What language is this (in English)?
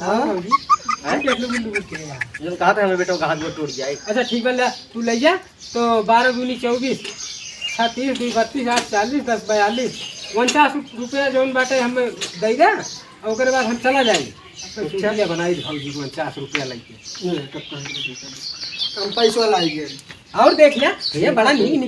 Awadhi